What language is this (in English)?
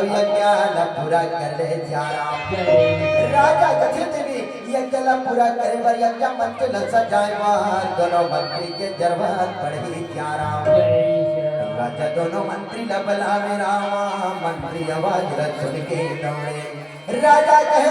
Chhattisgarhi